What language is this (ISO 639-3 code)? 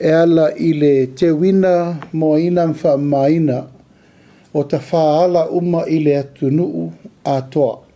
smo